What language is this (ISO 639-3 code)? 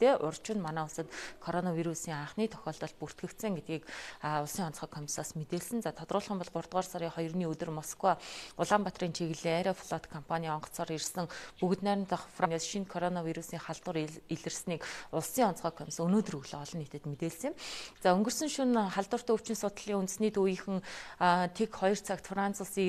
mon